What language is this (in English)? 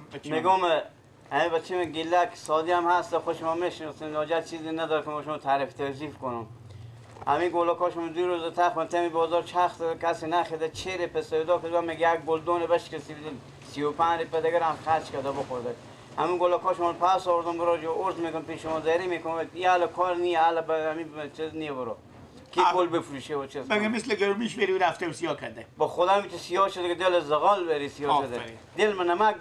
Persian